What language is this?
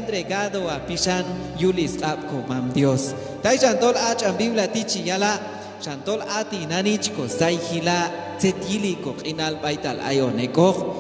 Q'anjob'al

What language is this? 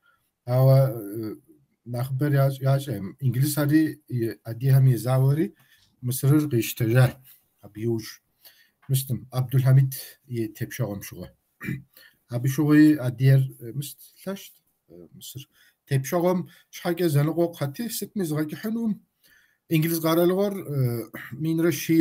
Kabardian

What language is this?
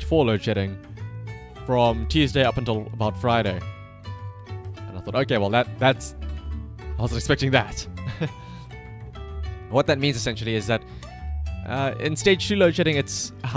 English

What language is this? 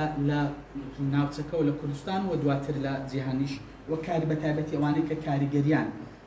Central Kurdish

